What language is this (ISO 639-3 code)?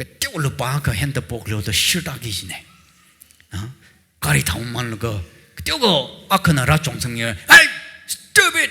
nmf